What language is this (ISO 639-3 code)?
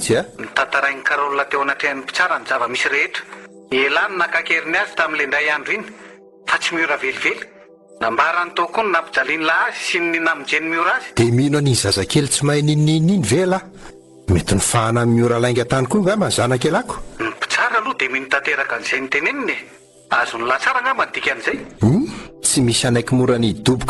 mlg